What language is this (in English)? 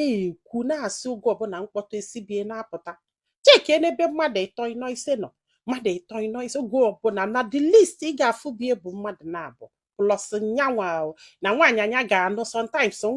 Igbo